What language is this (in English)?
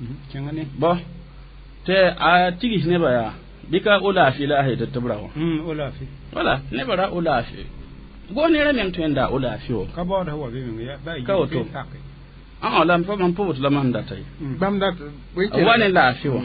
Mossi